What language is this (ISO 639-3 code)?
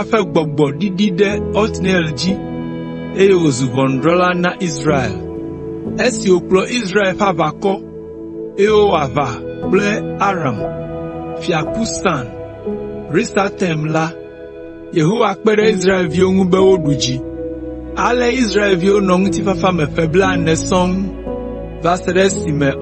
ewe